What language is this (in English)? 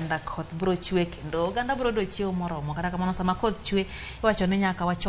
Luo (Kenya and Tanzania)